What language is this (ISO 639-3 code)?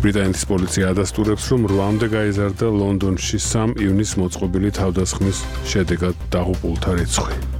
kat